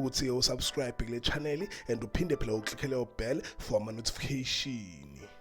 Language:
Zulu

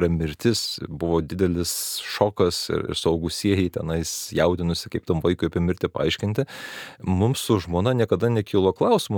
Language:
Lithuanian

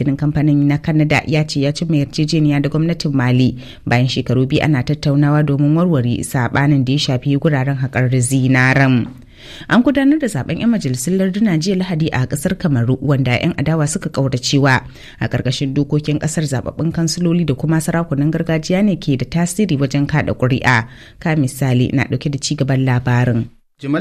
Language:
Hausa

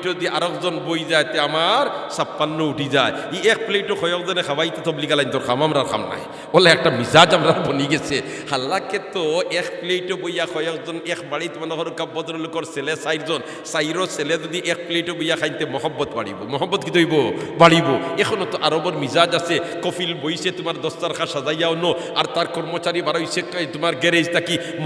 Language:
Sylheti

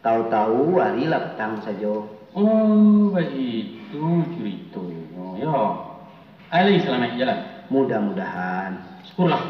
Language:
Minangkabau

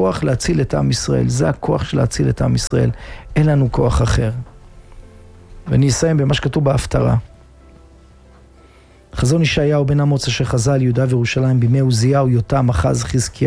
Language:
Hebrew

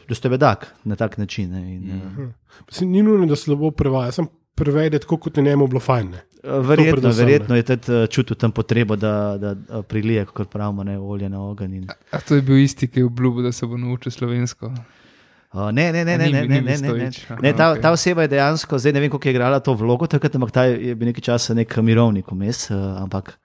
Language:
Slovenian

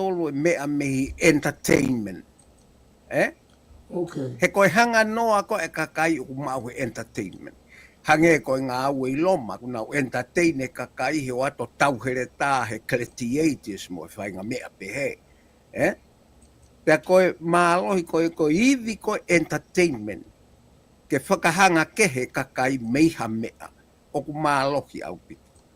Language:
Tongan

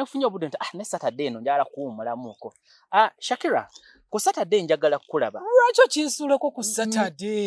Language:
Ganda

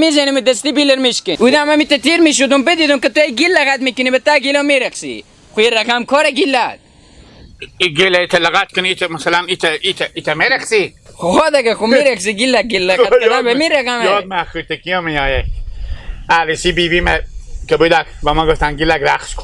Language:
Hazaragi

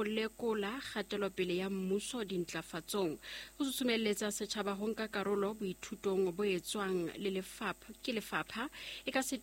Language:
Southern Sotho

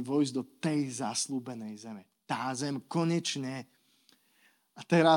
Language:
Slovak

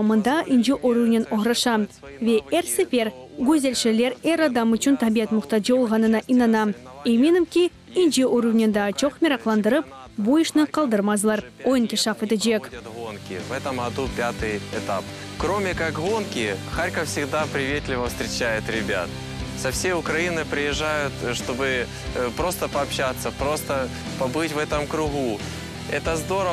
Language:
Crimean Tatar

